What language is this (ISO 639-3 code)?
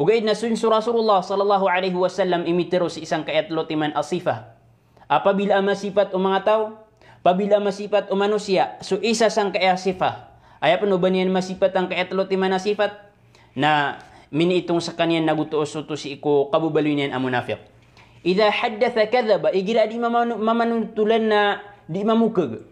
mrw